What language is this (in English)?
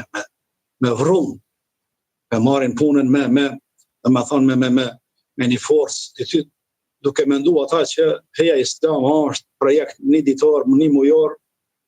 Albanian